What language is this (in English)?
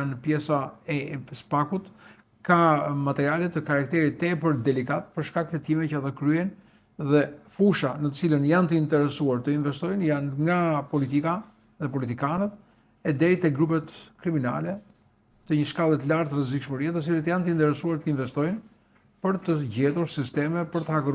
Albanian